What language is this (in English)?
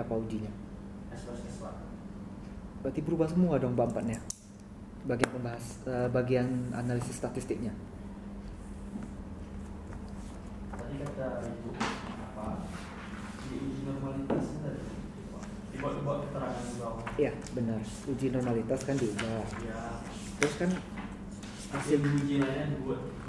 Indonesian